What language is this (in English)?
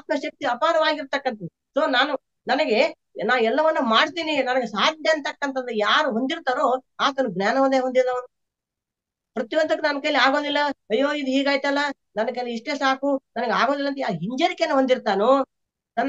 Kannada